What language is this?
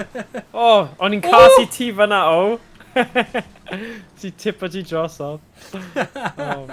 Welsh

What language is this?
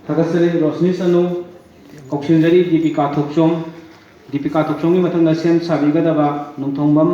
Manipuri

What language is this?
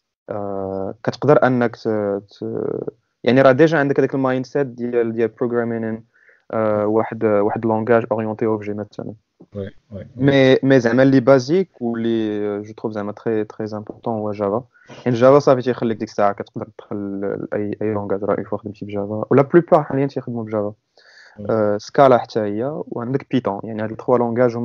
Moroccan Arabic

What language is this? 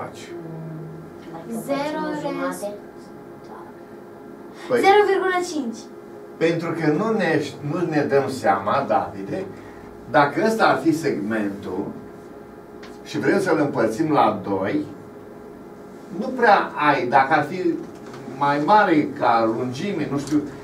Romanian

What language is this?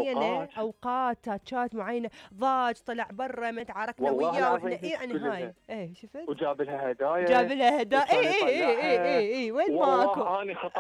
Mesopotamian Arabic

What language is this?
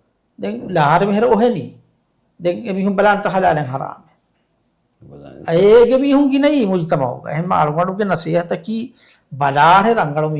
Divehi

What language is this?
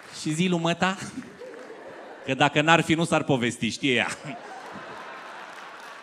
Romanian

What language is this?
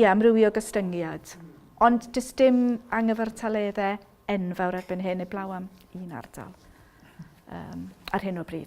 Welsh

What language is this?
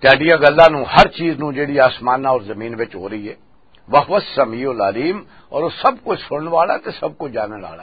Western Panjabi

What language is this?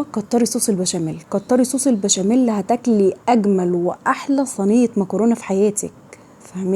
Egyptian Arabic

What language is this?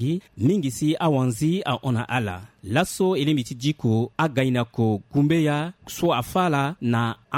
Sango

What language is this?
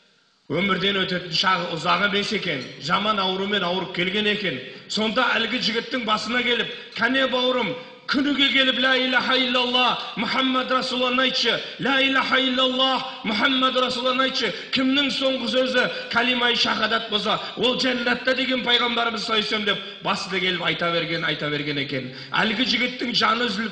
Kazakh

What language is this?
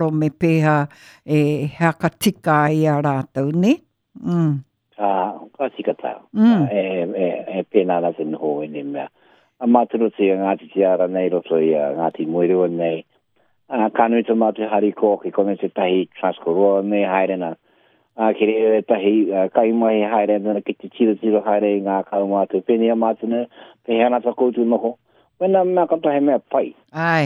Māori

